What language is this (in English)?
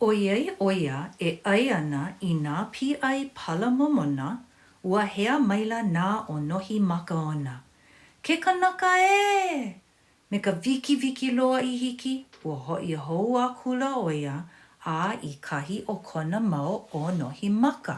Hawaiian